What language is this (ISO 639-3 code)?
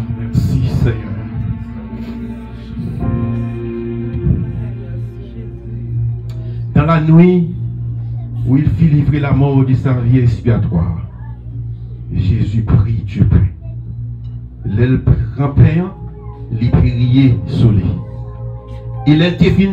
fra